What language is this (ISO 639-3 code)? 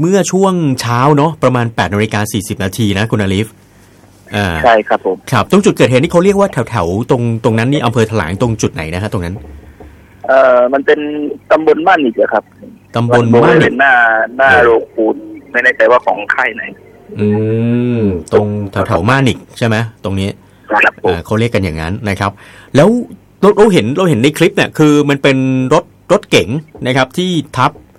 tha